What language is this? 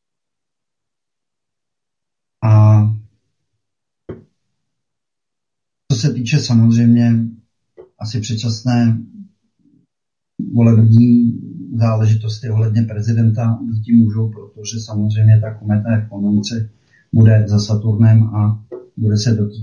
Czech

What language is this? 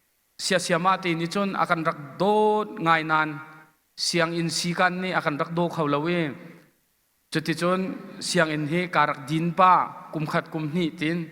Hakha Chin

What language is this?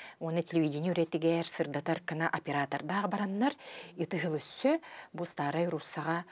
Yakut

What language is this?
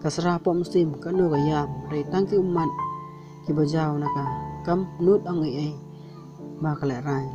Khasi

